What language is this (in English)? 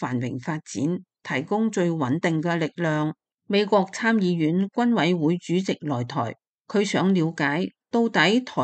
Cantonese